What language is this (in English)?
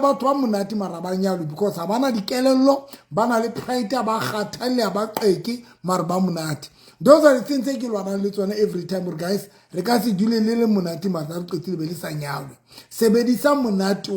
Southern Sotho